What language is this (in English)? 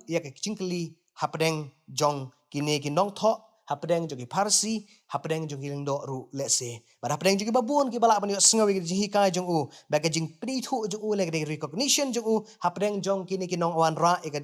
Khasi